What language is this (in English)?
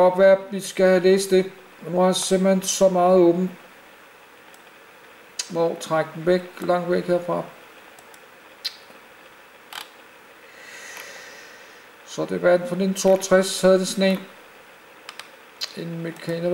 Danish